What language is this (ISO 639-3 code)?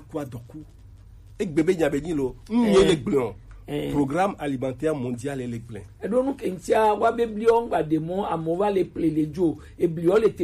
gej